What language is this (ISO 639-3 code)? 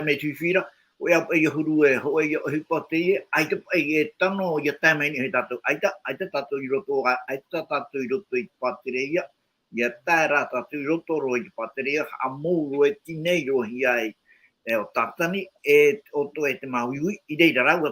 tah